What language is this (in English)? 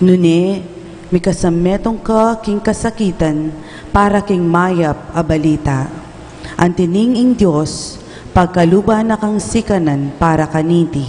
Pampanga